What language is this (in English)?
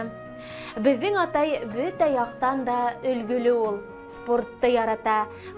Bashkir